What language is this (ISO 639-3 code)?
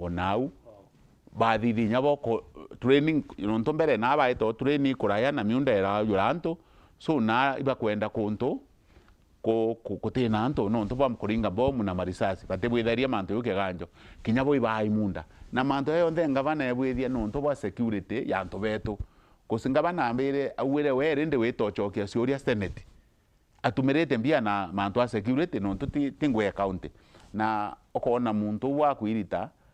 mer